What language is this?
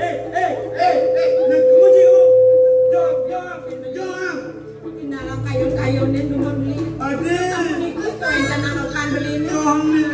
Balinese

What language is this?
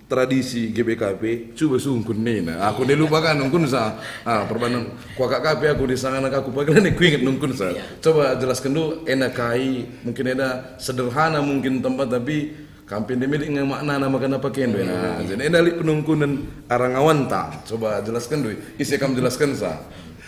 Batak Karo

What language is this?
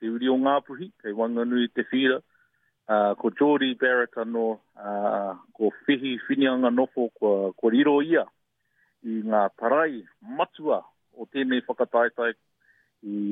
Māori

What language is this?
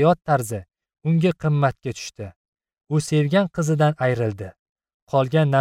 Uzbek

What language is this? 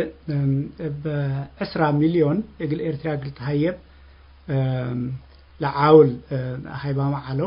Tigre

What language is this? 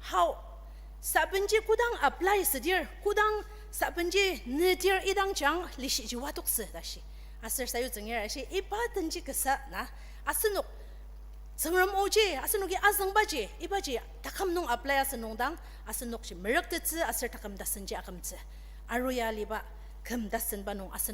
Ao Naga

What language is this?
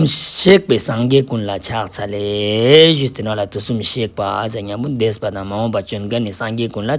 Ladakhi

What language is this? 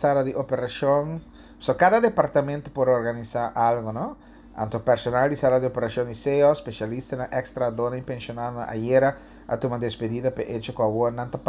Papiamento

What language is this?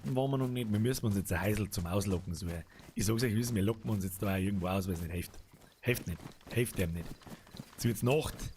Bavarian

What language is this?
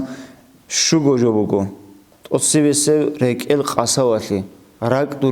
Avaric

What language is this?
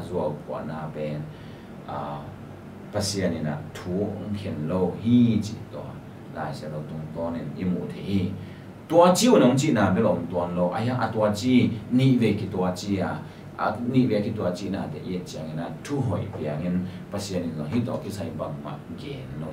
Tedim Chin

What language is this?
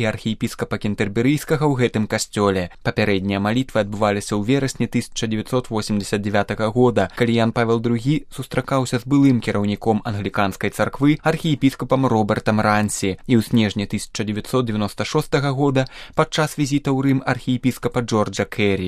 Belarusian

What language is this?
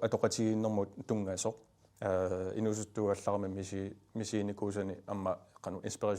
Kalaallisut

